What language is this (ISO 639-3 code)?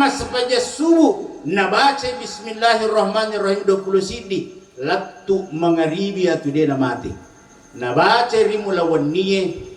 bug